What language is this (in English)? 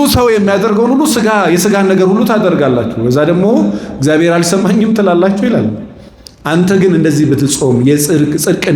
Amharic